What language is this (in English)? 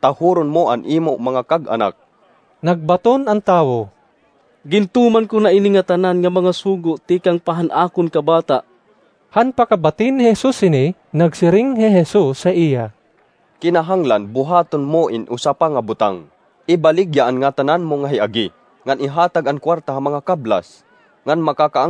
Waray